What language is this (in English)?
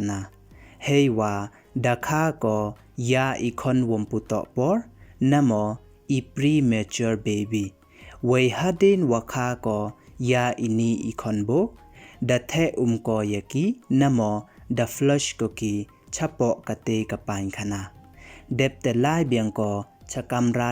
Pnar